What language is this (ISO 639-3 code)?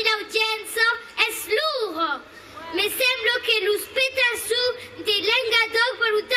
oci